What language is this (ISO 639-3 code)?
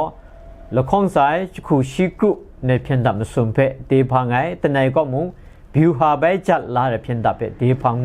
kac